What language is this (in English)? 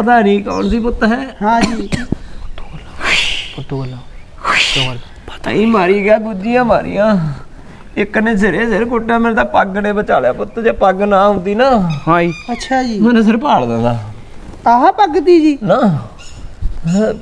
Punjabi